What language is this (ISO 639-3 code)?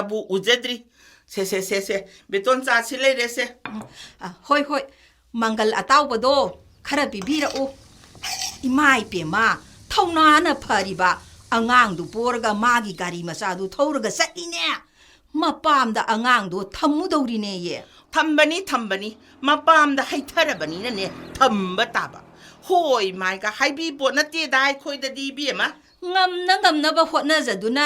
mni